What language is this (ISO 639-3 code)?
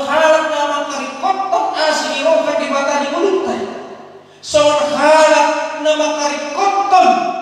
bbc